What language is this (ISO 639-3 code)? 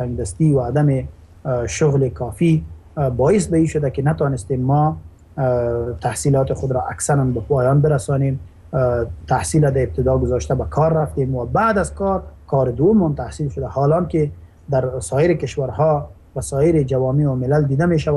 fas